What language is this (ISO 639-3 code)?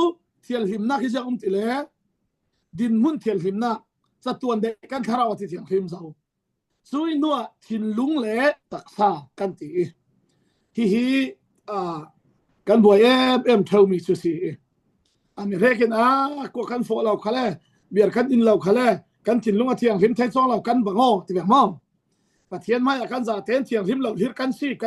cfm